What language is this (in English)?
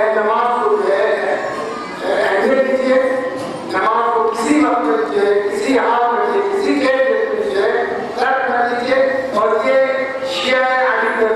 Urdu